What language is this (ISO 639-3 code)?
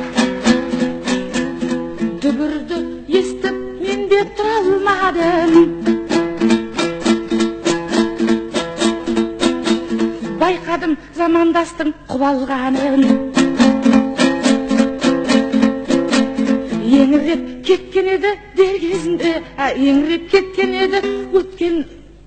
kaz